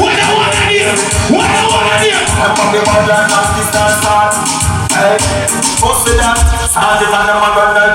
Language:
Jamaican Creole English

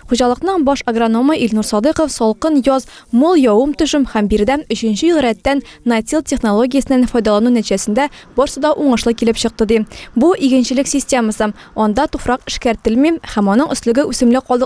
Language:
Tatar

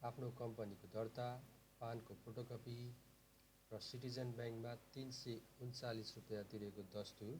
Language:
Nepali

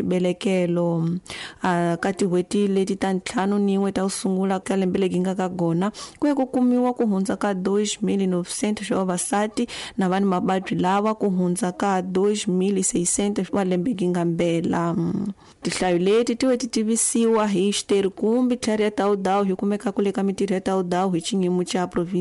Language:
Tsonga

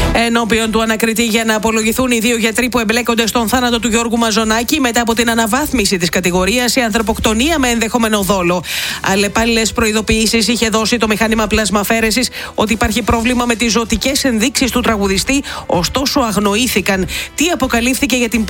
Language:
Greek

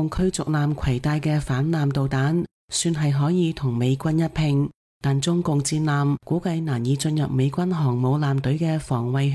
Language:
Cantonese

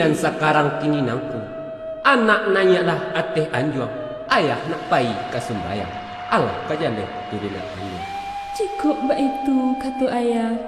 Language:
Minangkabau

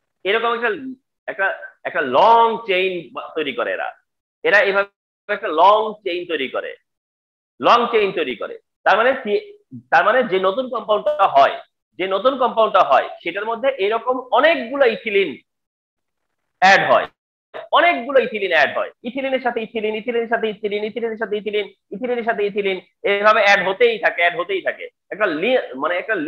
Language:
Bangla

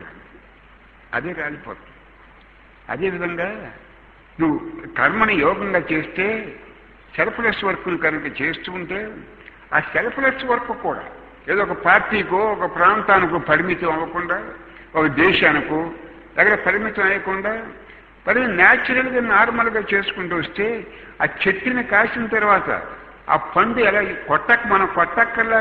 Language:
Telugu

